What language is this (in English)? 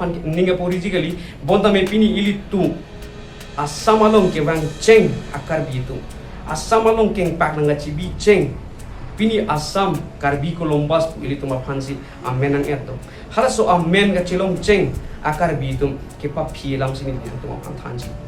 Karbi